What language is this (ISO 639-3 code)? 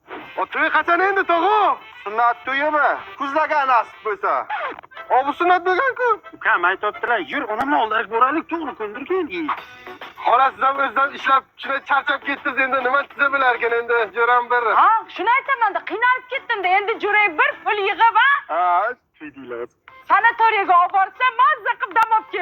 uzb